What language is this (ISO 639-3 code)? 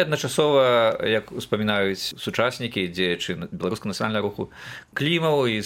bel